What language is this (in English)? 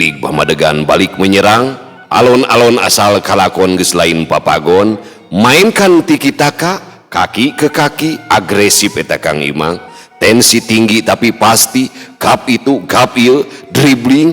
Sundanese